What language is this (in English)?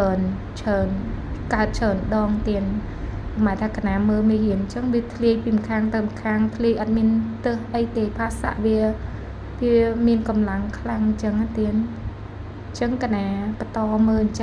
Khmer